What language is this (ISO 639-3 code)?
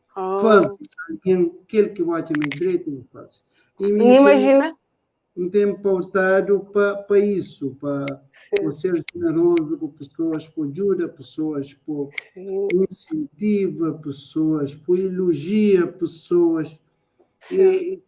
kea